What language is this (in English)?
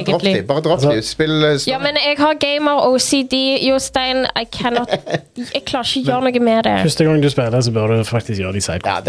Norwegian